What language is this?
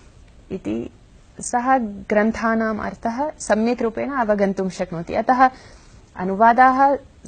Sanskrit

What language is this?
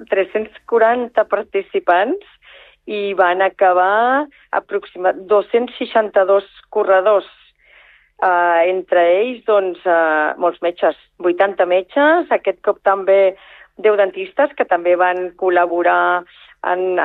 Catalan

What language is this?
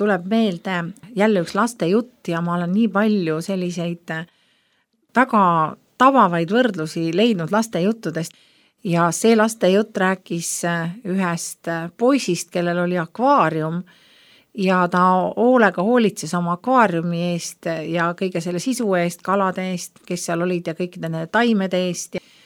Estonian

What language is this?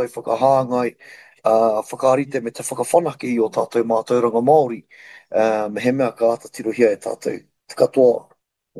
Māori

